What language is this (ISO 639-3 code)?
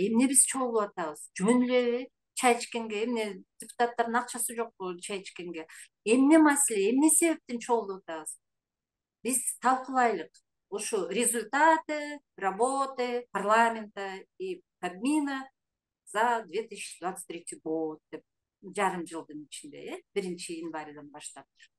kir